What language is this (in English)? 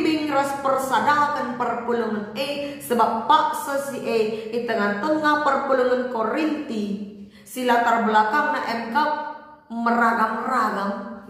Batak Karo